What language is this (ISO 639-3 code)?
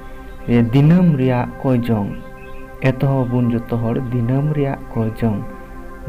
sat